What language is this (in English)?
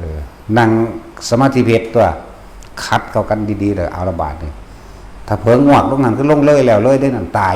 Northeastern Thai